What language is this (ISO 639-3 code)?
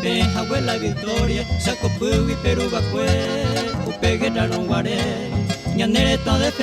grn